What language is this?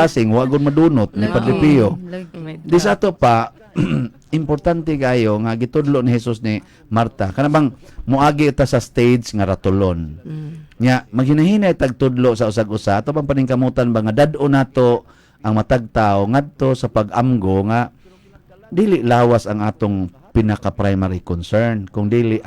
Cebuano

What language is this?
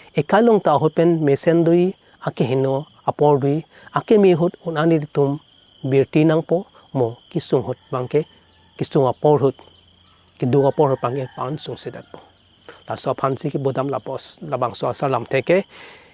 Karbi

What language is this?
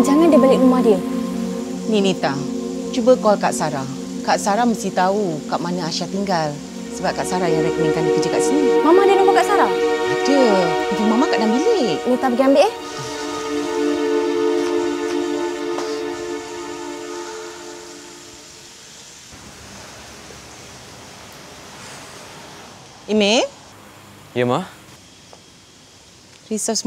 Malay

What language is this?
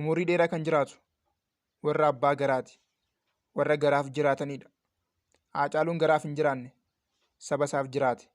Oromo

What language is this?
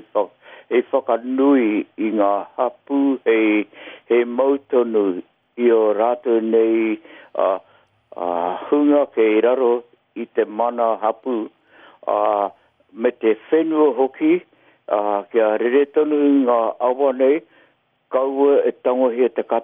Māori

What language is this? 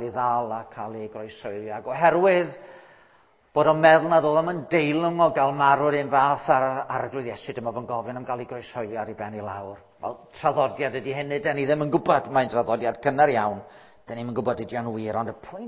Welsh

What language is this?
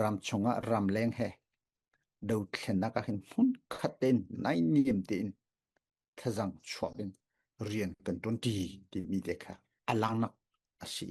Falam Chin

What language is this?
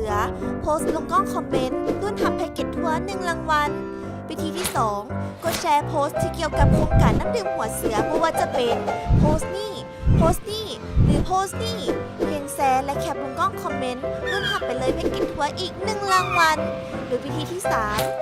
Lao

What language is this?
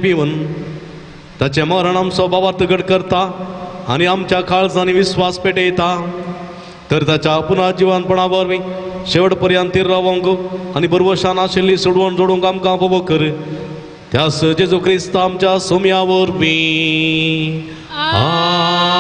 Konkani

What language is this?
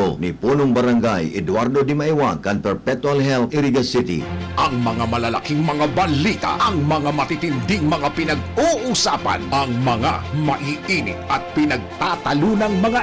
Bikol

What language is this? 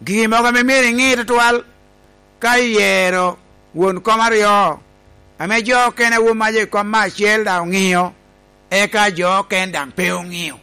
Lango (Uganda)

